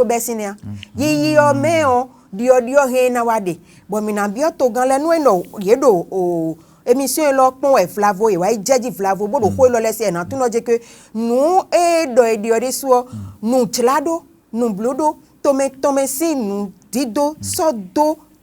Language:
Fon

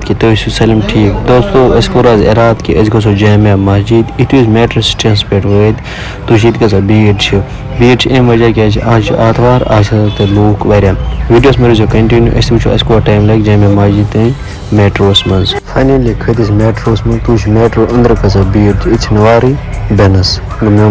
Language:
Kashmiri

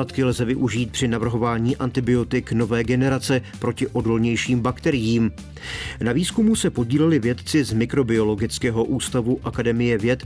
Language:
Czech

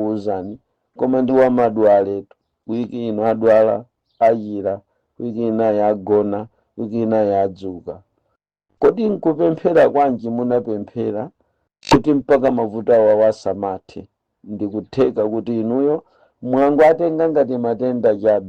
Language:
Nyanja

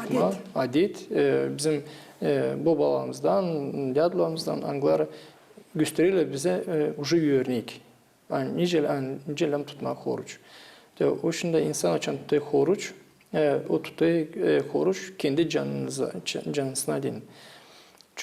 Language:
Gagauz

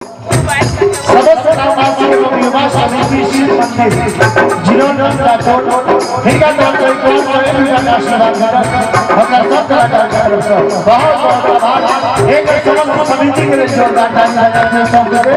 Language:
Maithili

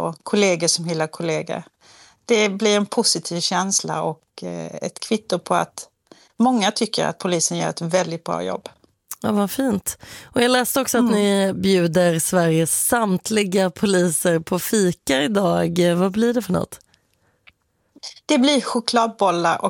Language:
Swedish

